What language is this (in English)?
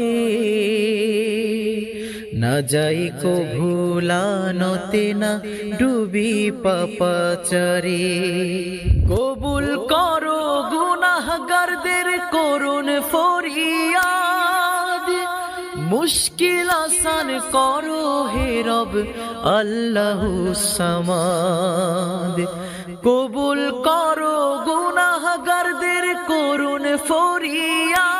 Bangla